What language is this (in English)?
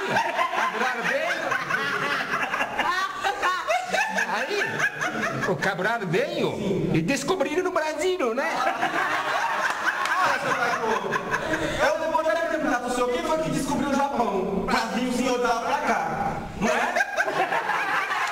Portuguese